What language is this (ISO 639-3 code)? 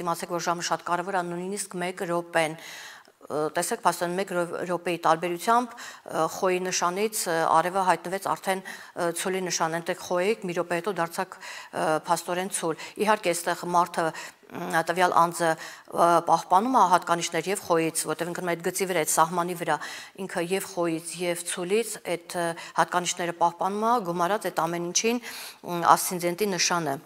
hye